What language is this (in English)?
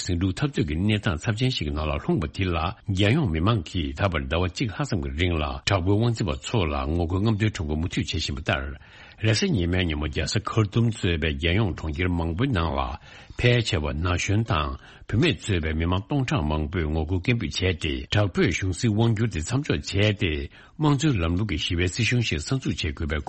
Tibetan